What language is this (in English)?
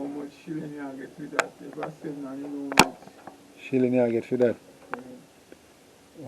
Jamaican Creole English